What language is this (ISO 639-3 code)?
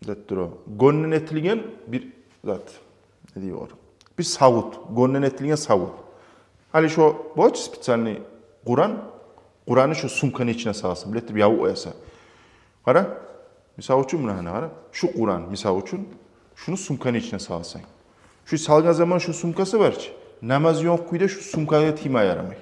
kum